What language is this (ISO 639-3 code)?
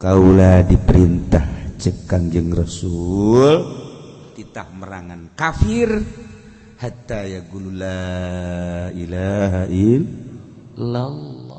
sun